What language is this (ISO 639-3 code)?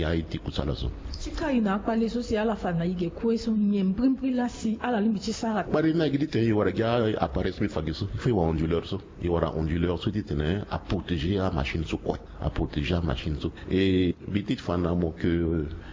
sag